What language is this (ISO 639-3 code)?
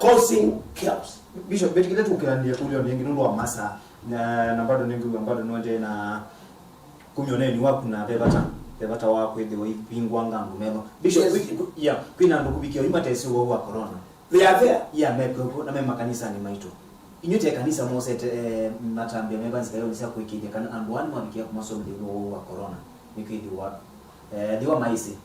kam